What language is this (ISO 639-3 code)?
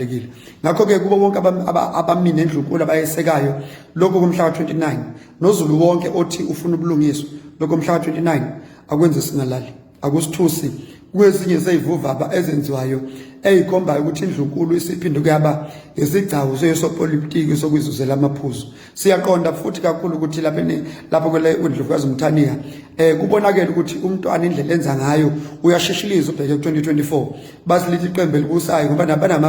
zul